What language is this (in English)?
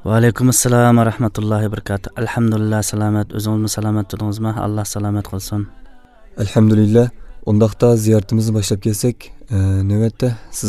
Uyghur